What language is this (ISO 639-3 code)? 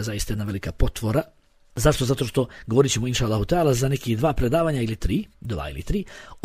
bos